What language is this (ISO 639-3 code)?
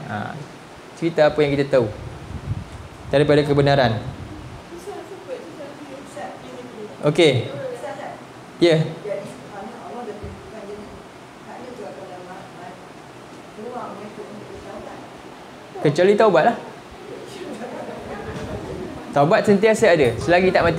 msa